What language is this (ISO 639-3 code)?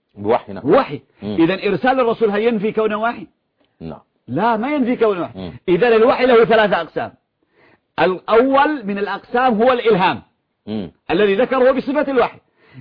ara